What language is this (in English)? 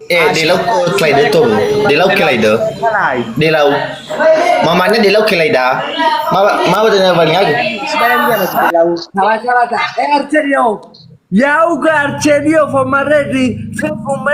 Nias